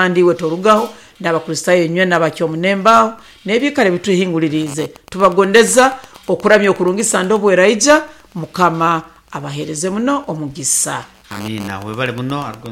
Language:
Nyankole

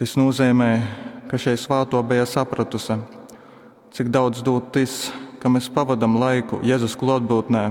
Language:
Latgalian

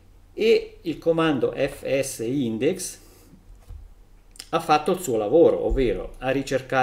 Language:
Italian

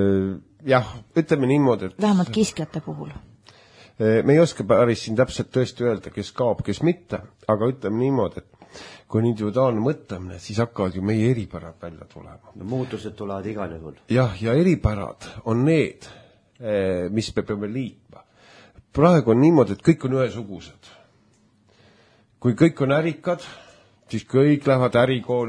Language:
Estonian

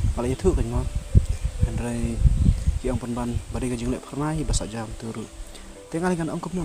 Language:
Khasi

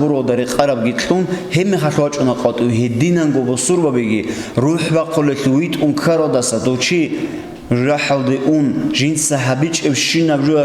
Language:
Avaric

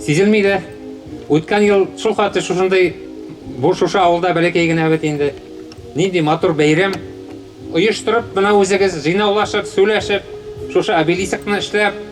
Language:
Bashkir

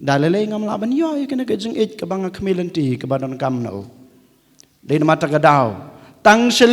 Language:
Khasi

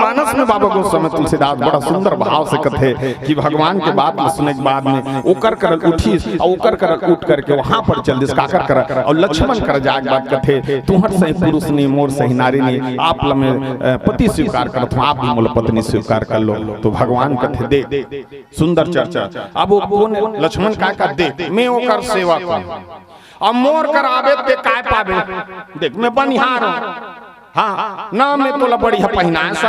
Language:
Chhattisgarhi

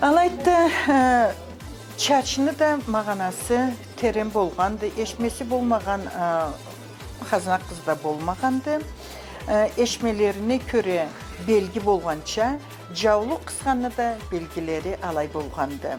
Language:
Karachay-Balkar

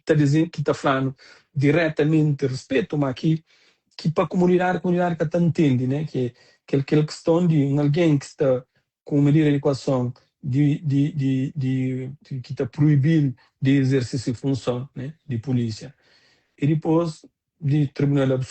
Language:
Kabuverdianu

